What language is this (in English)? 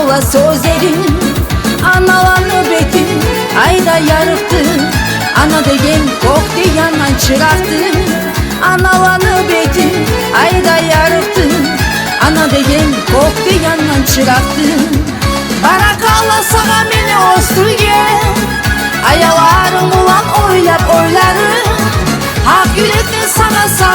Kumyk